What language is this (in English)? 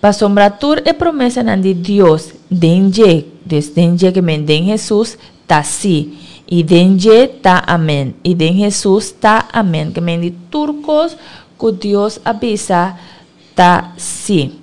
Papiamento